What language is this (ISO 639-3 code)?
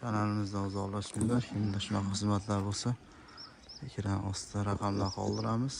uzb